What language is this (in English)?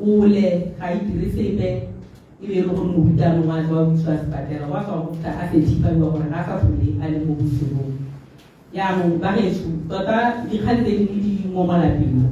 Tswana